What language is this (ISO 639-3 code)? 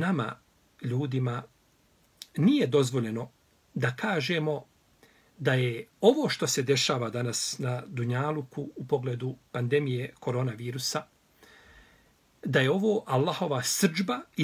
bos